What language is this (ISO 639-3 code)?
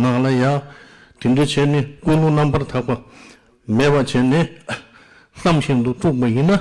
bod